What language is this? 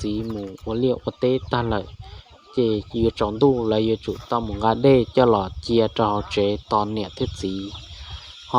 Hmong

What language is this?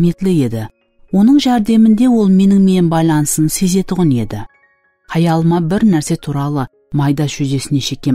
Kara-Kalpak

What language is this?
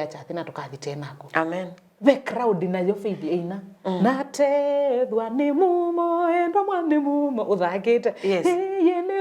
Kamba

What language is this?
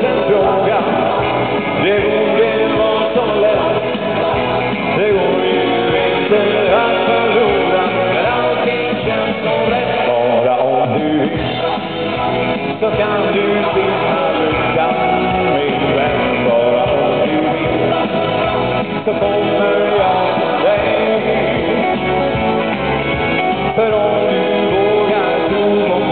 Swedish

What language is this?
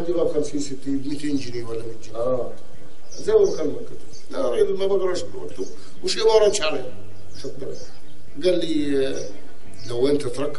Egyptian Arabic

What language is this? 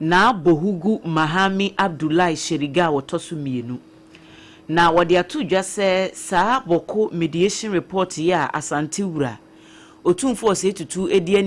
Akan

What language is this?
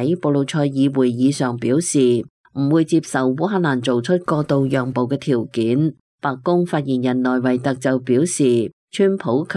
Cantonese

